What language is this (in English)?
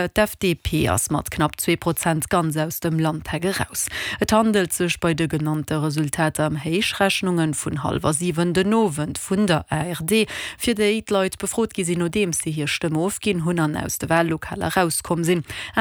Luxembourgish